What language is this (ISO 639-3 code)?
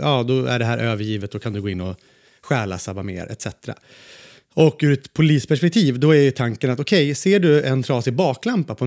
swe